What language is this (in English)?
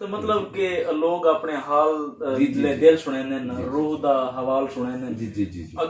Saraiki